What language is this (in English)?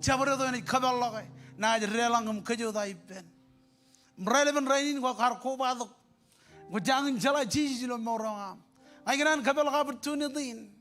Marshallese